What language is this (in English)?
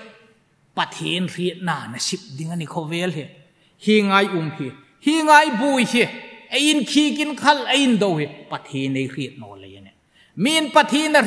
Hmar